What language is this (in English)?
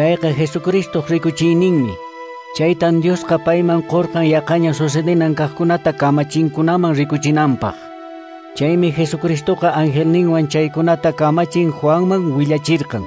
Quechua